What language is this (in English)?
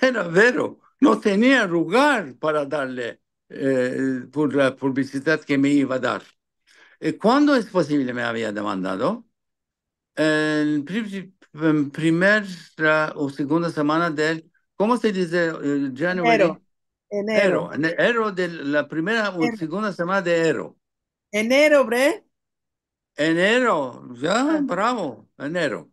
Ladino